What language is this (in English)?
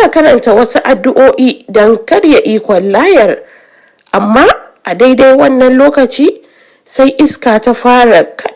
Hausa